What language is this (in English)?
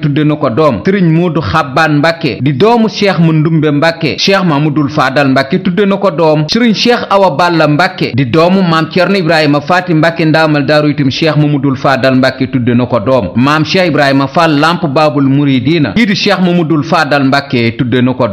Wolof